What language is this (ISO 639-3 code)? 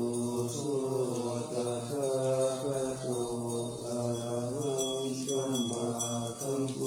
pli